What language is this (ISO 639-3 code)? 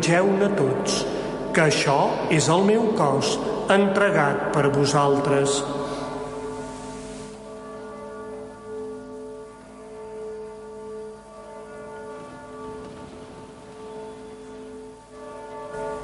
cat